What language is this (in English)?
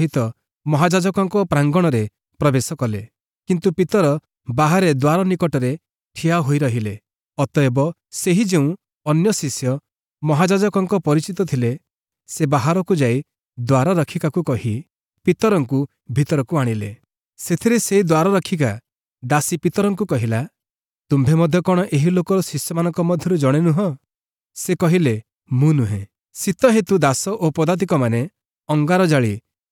Odia